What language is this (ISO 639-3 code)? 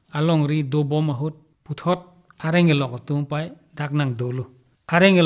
mjw